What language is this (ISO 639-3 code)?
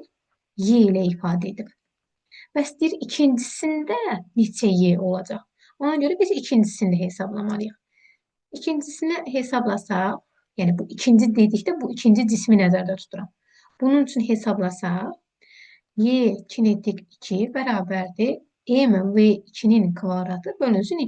aze